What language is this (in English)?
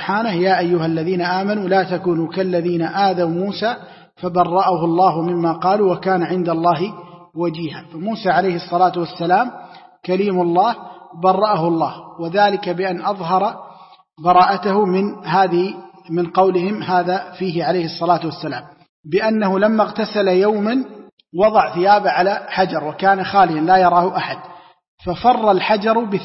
Arabic